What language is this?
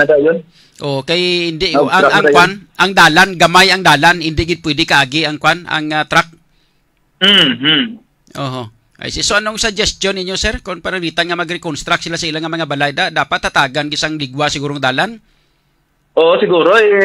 Hiligaynon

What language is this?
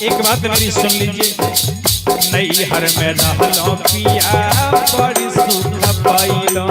Magahi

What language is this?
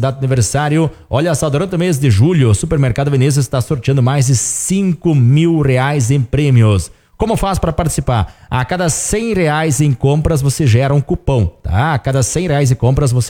Portuguese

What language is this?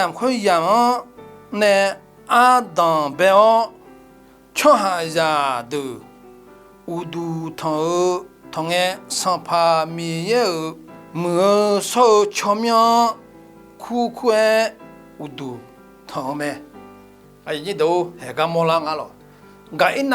Akha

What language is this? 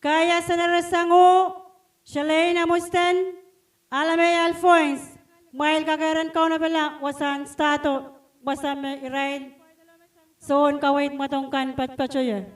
Pohnpeian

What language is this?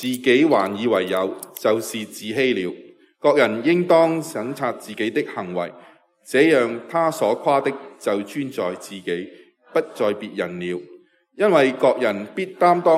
Cantonese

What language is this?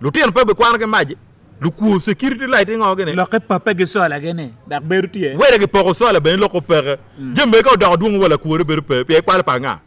Acoli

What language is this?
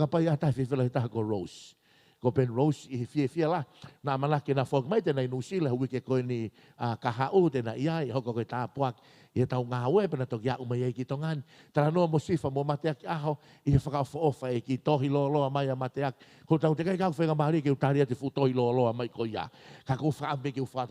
Tongan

